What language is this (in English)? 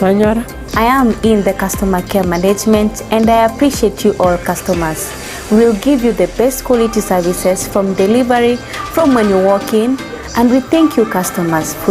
Gusii